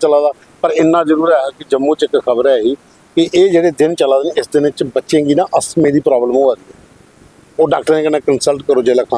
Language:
Dogri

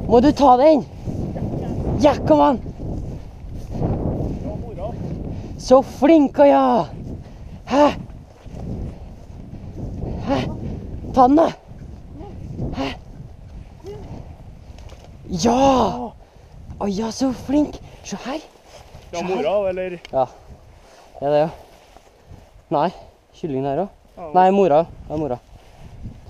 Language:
Norwegian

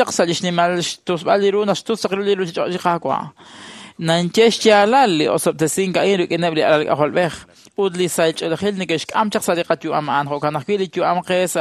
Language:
Kekchí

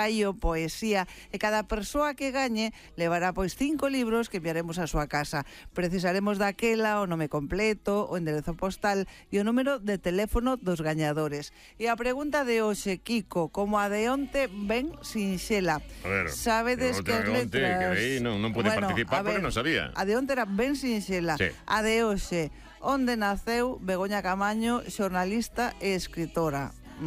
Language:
Galician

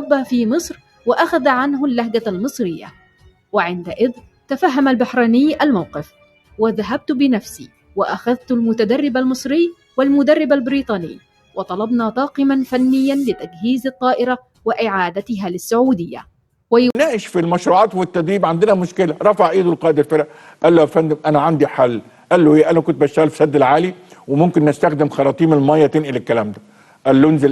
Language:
Egyptian Arabic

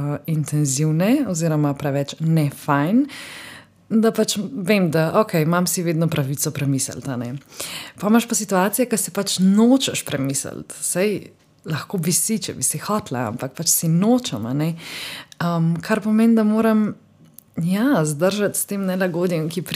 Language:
Slovenian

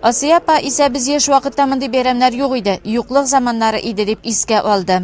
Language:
Tatar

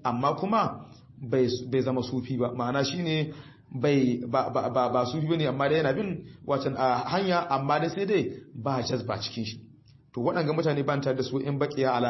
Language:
Hausa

